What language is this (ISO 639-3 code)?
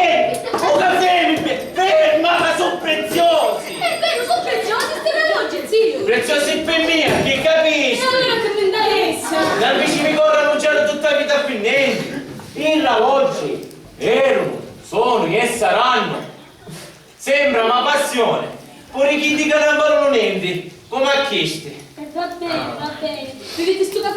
scn